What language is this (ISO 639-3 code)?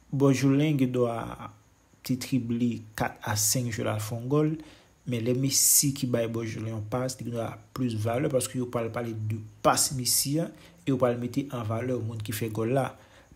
hat